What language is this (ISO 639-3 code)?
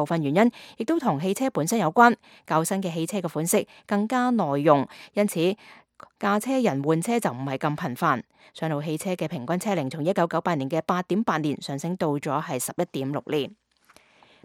yue